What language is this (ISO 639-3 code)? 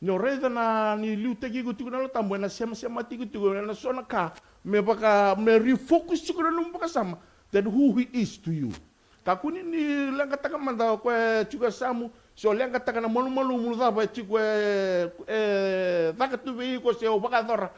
fij